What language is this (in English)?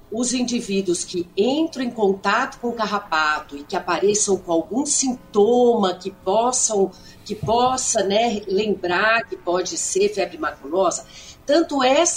Portuguese